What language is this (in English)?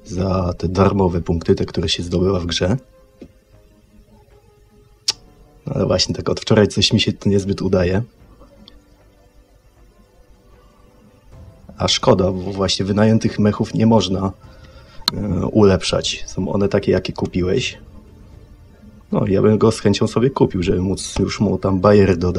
Polish